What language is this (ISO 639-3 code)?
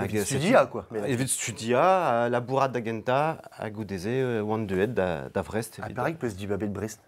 bre